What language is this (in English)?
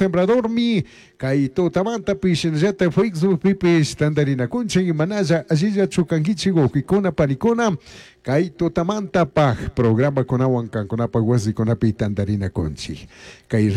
Chimborazo Highland Quichua